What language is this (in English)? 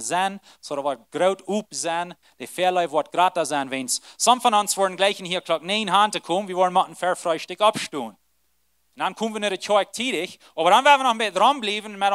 Plautdietsch